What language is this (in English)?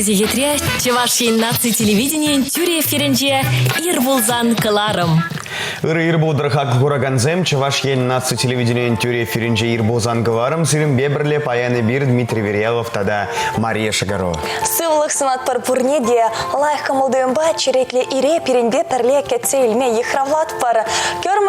Chuvash